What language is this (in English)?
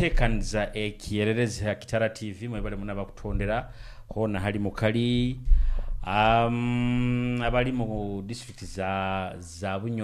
Nyoro